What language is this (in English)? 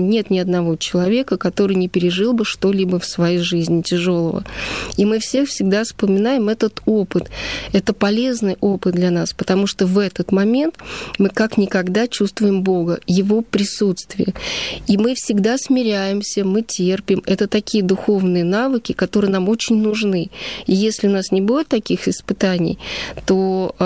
Russian